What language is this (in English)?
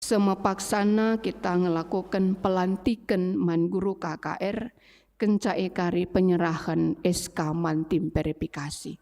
Batak Karo